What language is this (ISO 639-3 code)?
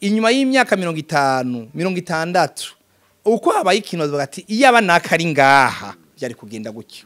run